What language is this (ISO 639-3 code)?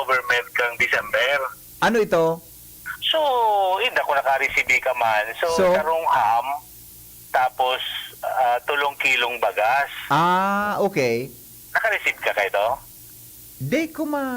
bik